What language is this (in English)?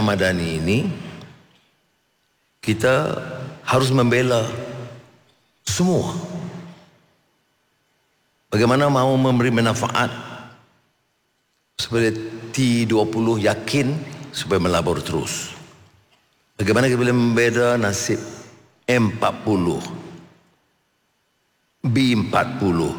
Malay